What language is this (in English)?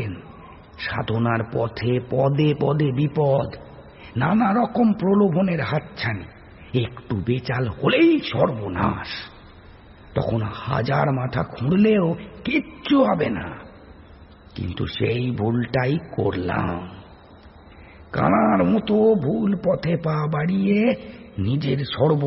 Bangla